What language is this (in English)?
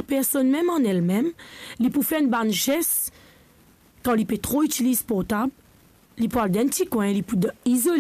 Morisyen